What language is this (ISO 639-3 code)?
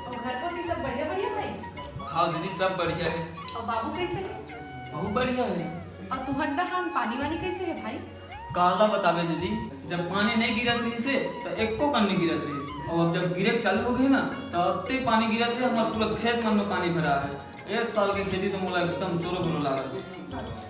hne